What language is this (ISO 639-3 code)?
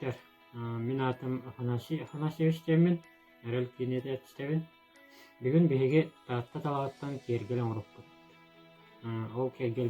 sah